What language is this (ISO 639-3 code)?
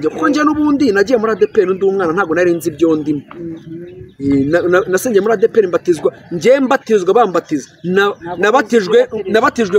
kin